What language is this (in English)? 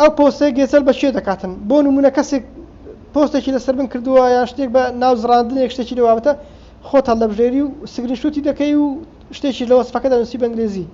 Central Kurdish